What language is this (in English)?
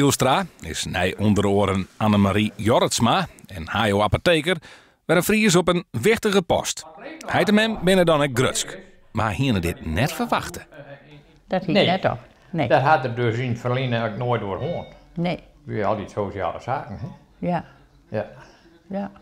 Western Frisian